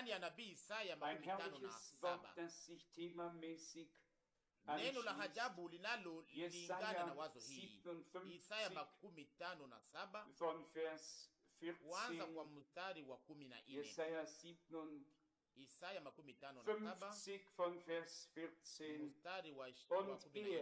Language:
Swahili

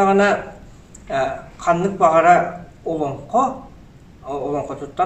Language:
Yakut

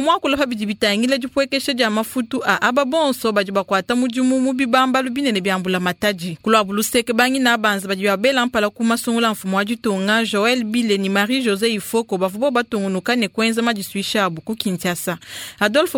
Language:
Luba-Lulua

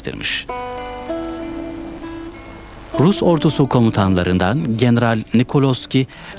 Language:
Turkish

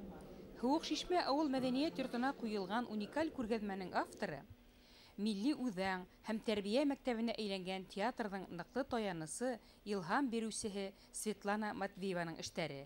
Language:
Bashkir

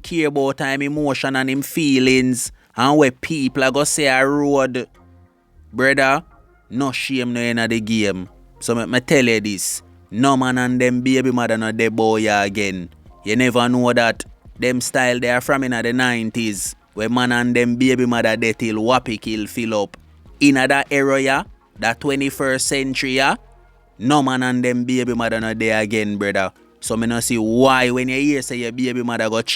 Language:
Jamaican Creole English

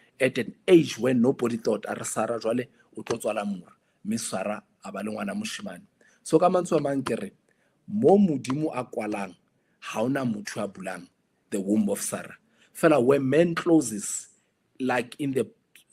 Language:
Southern Sotho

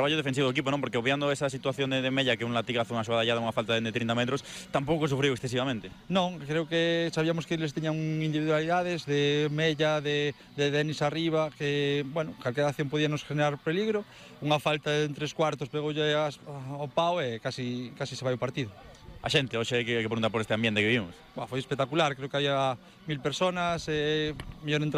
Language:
Galician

